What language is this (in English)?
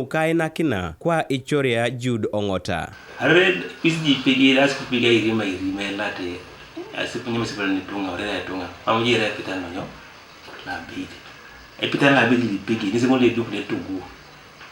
Teso